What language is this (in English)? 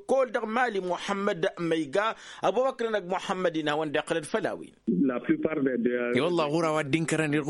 Tamasheq